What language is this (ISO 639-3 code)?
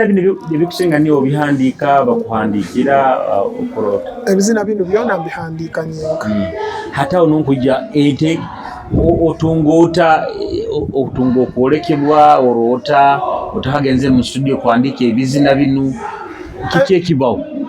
nyo